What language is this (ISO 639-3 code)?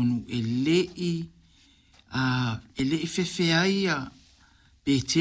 smo